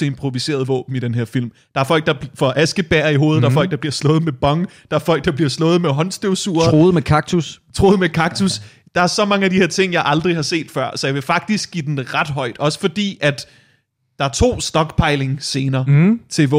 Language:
Danish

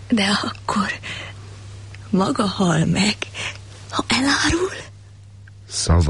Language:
Hungarian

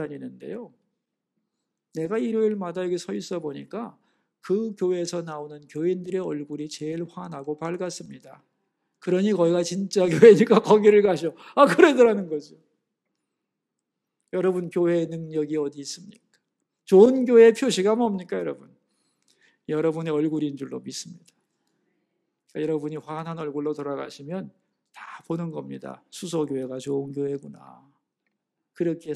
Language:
Korean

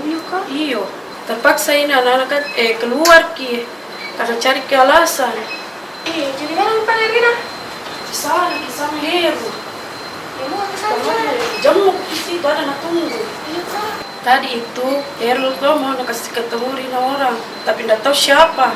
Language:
Makassar Malay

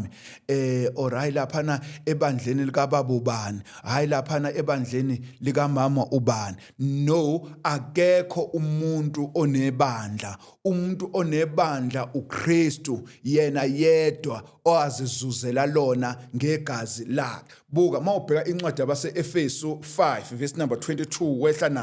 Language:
Zulu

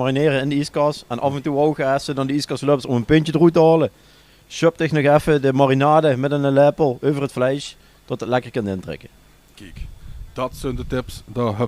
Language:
Limburgish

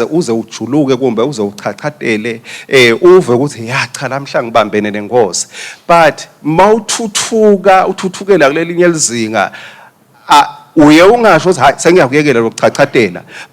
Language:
Swati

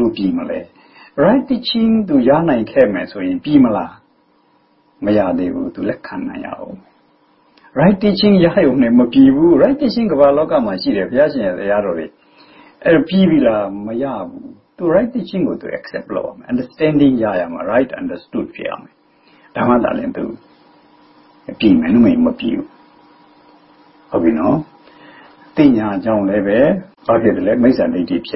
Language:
Burmese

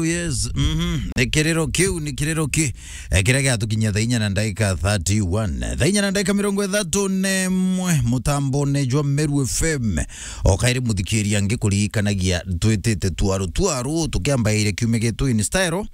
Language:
Meru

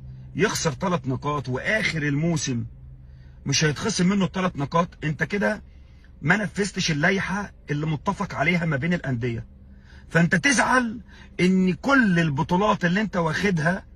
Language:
Egyptian Arabic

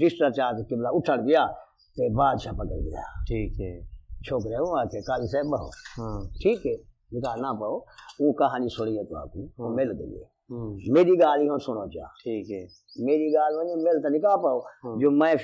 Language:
Saraiki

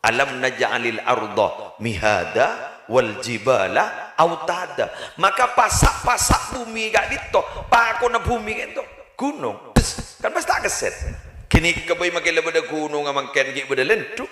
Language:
Madurese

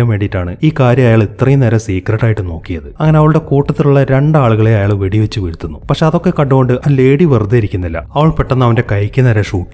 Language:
Malayalam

